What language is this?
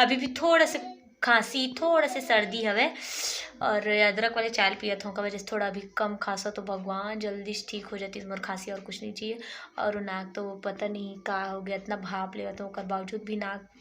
Chhattisgarhi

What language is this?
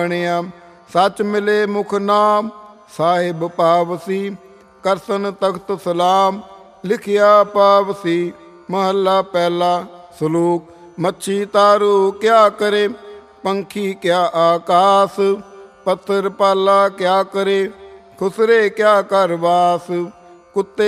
Punjabi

